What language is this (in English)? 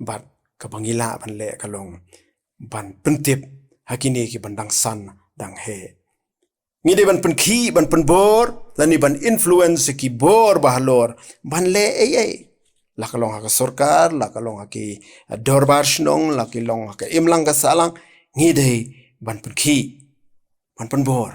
Khasi